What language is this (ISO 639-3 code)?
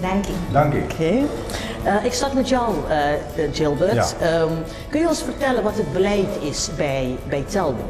pap